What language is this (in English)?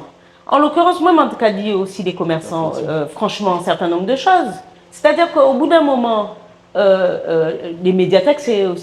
Guadeloupean Creole French